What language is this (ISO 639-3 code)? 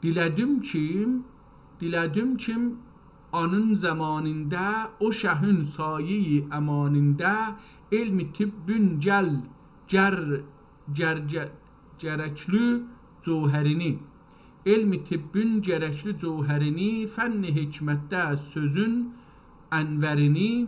azb